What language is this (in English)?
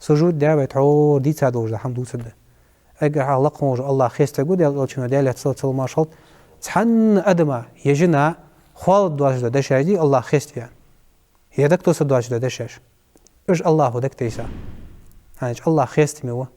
Ingush